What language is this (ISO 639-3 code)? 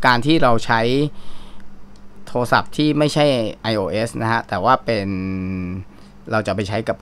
tha